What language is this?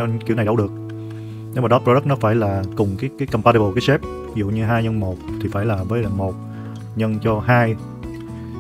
Vietnamese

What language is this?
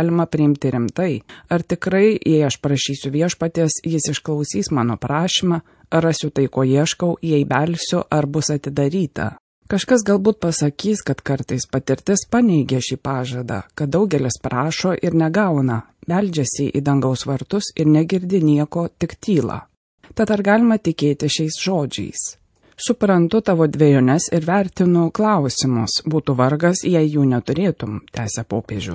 Lithuanian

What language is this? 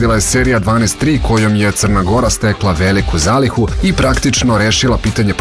Serbian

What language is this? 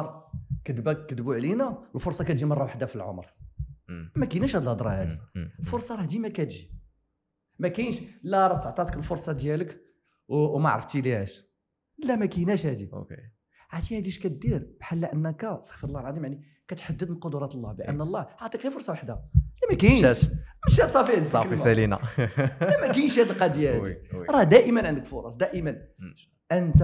Moroccan Arabic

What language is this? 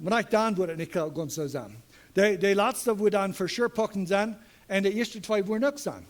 Plautdietsch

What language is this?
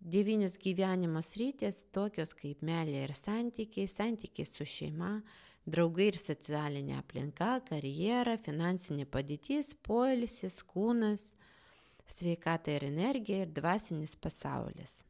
Lithuanian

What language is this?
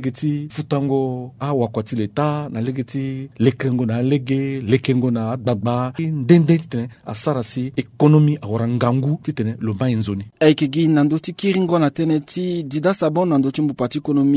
Sango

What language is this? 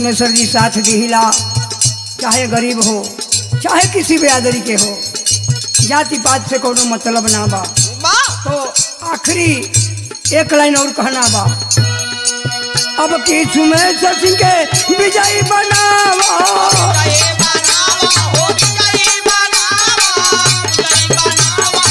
Bhojpuri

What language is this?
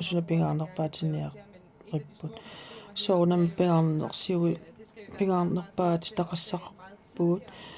Kalaallisut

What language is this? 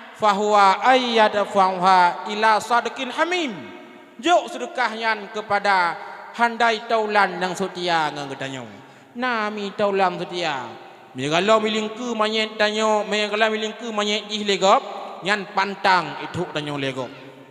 Achinese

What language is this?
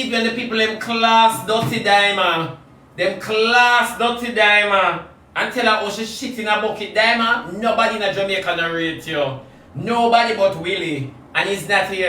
Jamaican Creole English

